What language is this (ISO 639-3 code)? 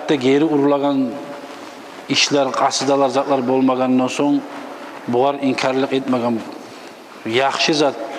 kum